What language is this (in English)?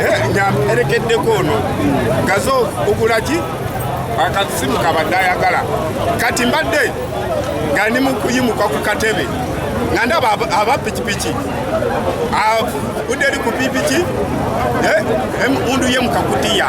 Ganda